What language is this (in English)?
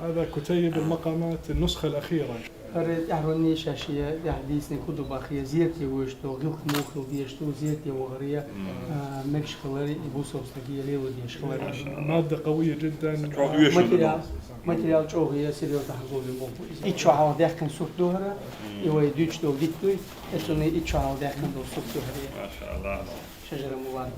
Chechen